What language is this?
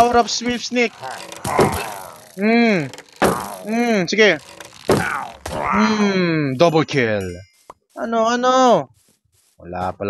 Filipino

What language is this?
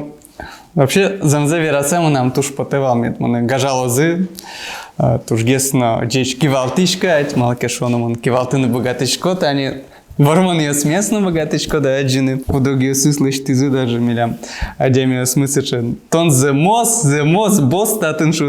Udmurt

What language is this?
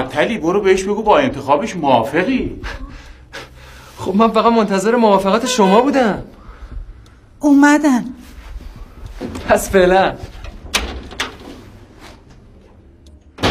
Persian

